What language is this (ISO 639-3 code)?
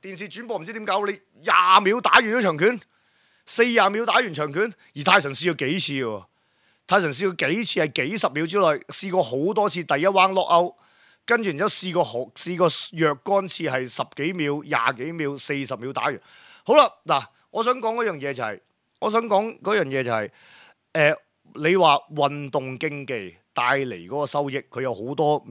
yue